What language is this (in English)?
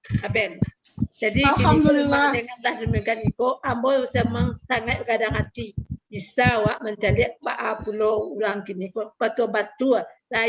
Minangkabau